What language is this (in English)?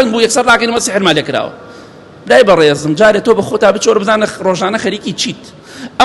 Central Kurdish